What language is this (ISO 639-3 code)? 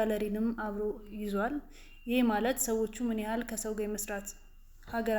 amh